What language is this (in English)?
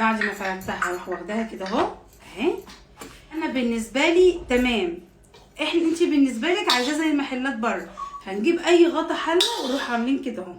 Egyptian Arabic